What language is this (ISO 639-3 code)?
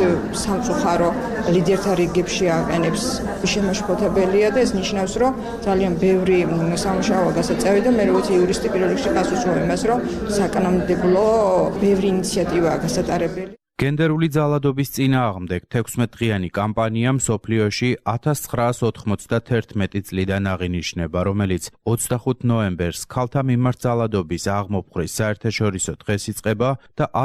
kat